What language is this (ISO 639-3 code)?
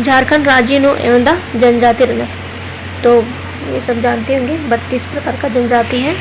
kru